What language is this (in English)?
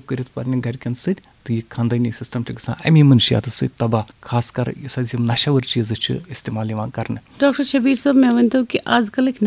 Kashmiri